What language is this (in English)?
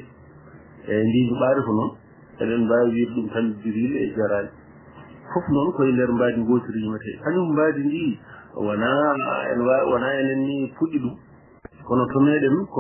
Fula